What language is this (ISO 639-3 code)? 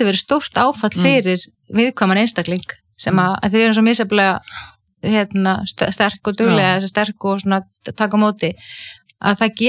isl